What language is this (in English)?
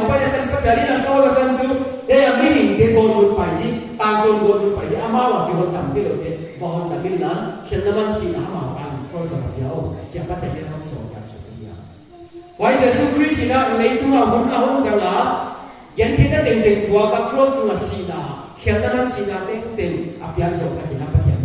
Paite Chin